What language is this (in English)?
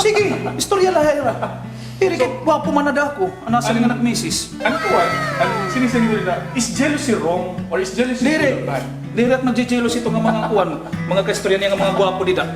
Waray